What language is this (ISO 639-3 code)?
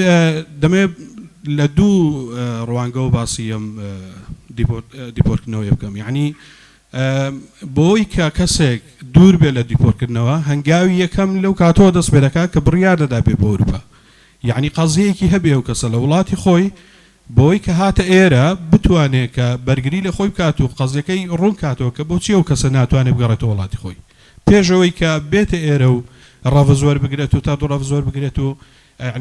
ckb